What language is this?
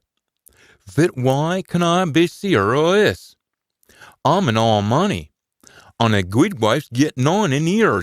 Scots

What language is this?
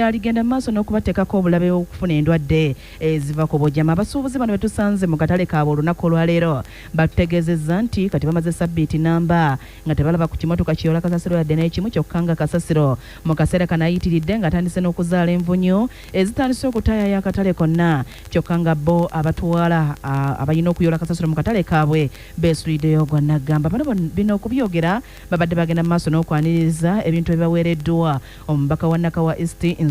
Ganda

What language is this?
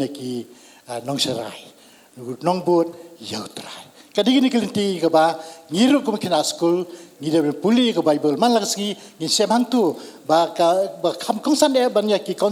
Khasi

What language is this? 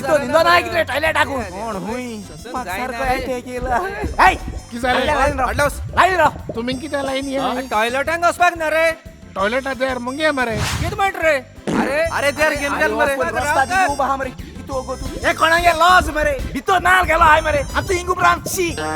Konkani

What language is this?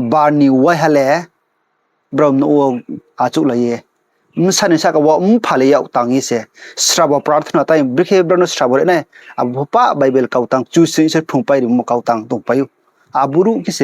Riang (India)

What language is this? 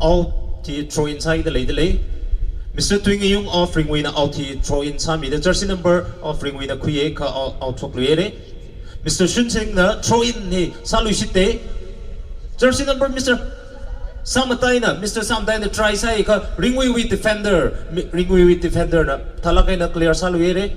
Tangkhul Naga (India)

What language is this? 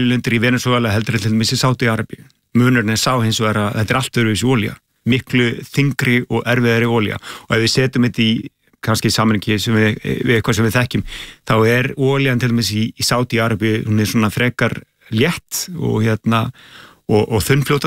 Icelandic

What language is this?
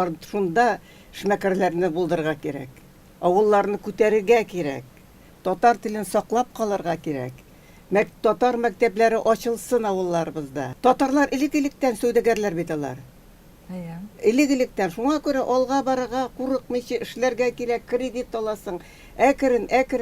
Tatar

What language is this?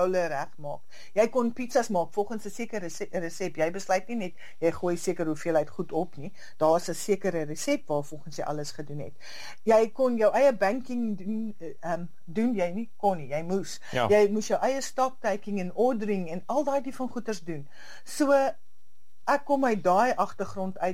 Afrikaans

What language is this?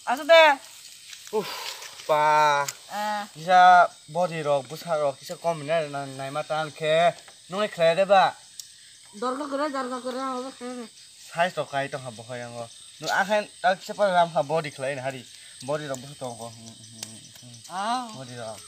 Kok Borok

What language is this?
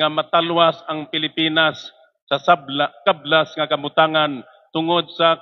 Waray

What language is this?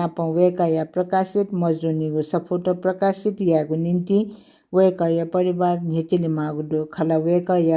Newari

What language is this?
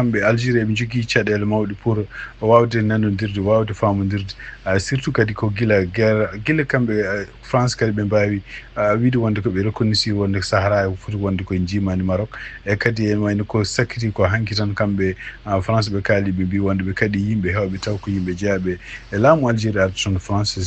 Fula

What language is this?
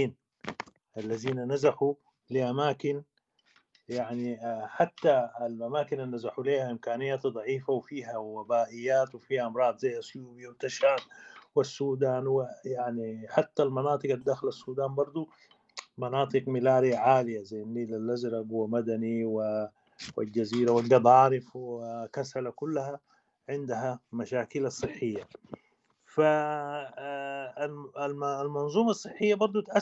Sudanese Arabic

